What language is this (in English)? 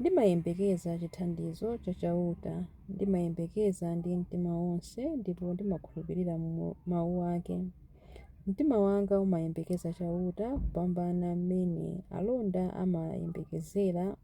Nyanja